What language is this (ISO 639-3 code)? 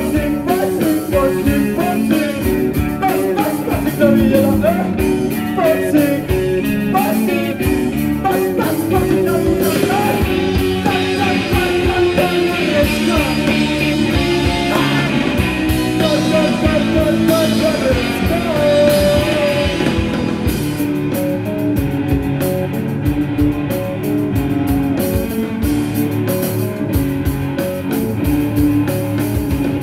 eus